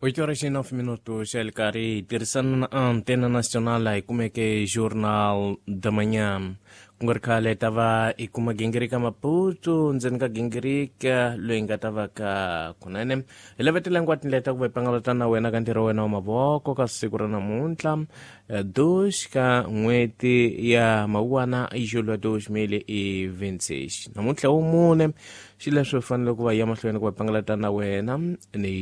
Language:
Tsonga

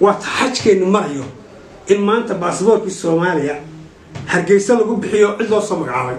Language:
Somali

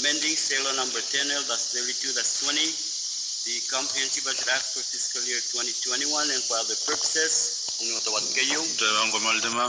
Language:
Pohnpeian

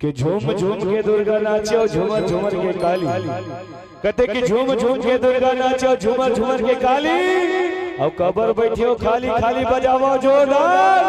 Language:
Chhattisgarhi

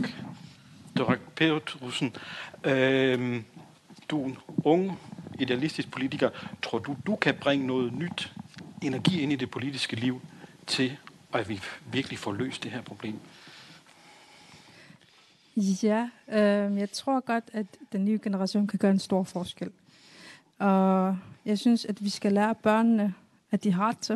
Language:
Danish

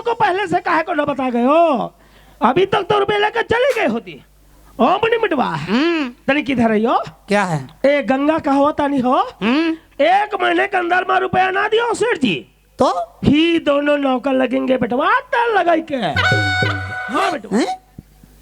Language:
Chhattisgarhi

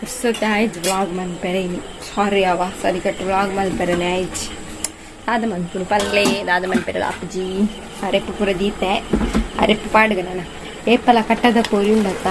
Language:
Tulu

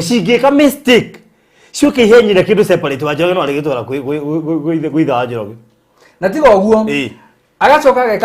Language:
Kikuyu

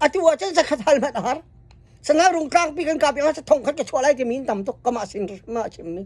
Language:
Hakha Chin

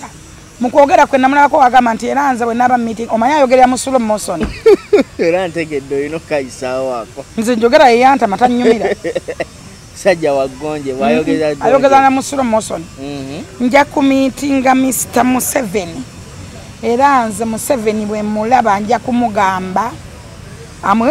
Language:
Ganda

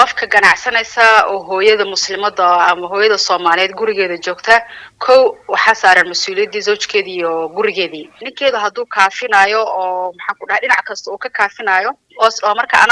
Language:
Somali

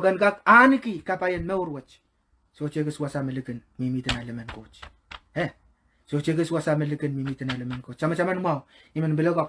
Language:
Pohnpeian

